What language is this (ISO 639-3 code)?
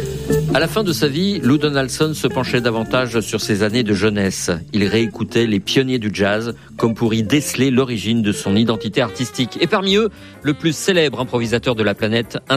fra